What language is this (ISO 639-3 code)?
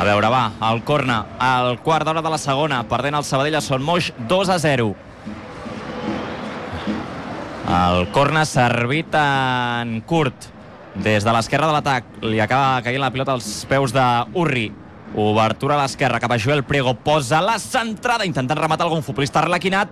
cat